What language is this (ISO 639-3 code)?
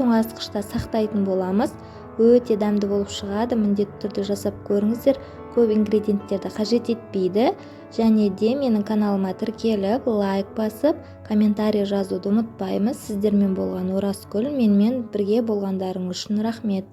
kaz